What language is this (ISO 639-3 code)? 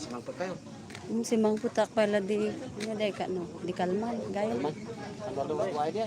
ilo